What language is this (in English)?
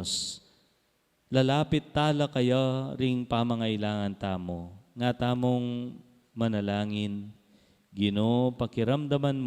Pampanga